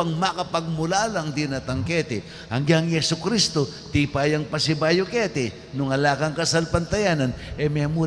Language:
Pampanga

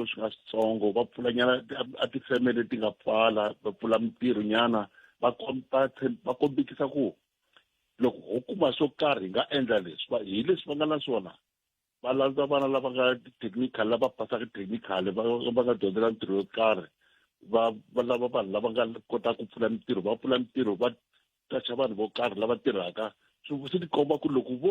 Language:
Tsonga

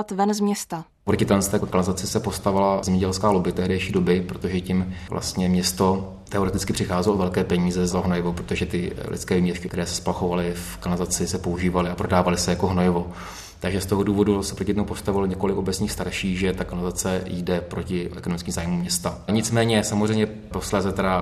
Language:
Czech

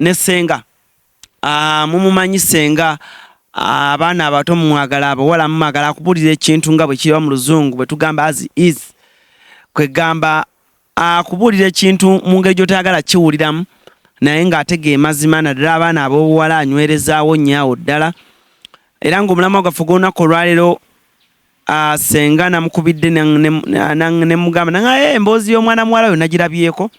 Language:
Ganda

